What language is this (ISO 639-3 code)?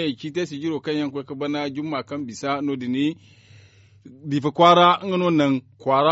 dje